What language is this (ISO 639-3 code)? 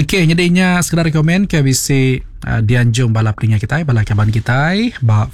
iba